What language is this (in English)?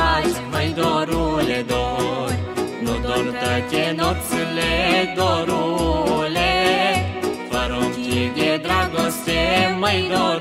Romanian